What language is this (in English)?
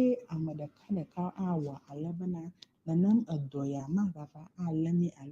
Ewe